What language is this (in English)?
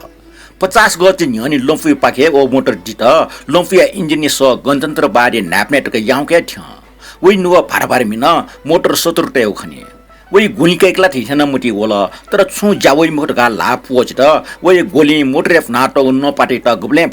Newari